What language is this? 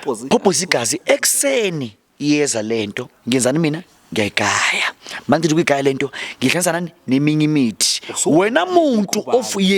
Zulu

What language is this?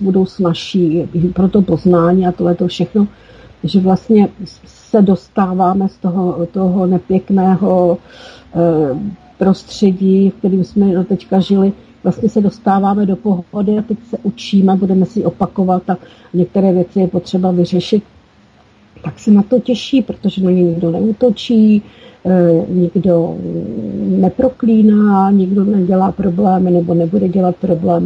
Czech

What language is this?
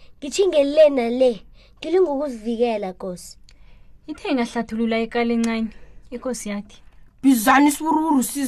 South Ndebele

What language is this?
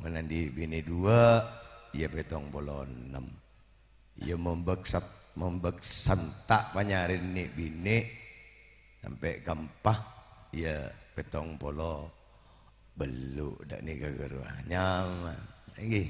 Madurese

